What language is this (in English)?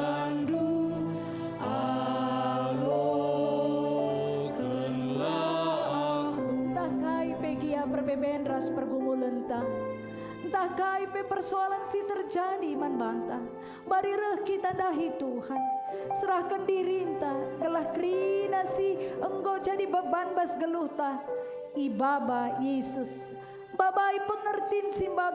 Batak Karo